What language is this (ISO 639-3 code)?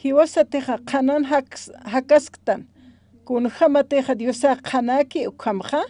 aym